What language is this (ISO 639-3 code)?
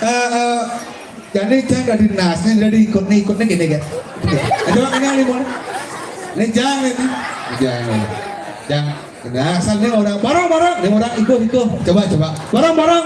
ban